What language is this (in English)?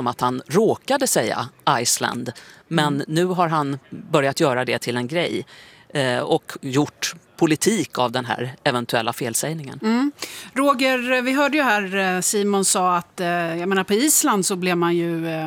Swedish